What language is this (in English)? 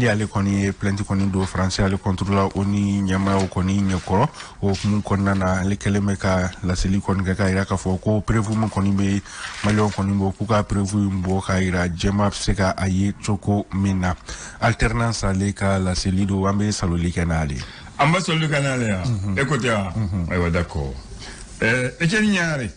Bambara